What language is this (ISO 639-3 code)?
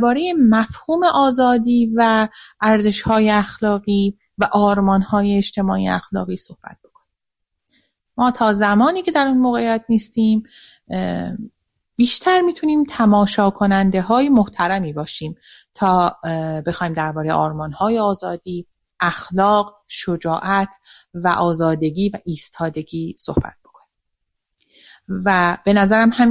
fas